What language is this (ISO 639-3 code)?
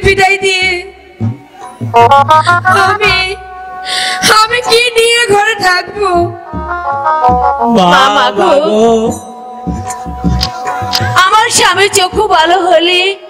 ben